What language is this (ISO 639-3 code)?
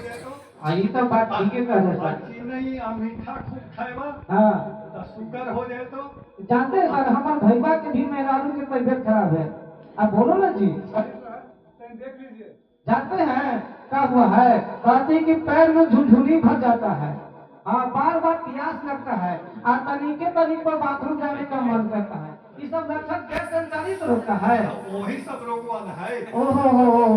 mag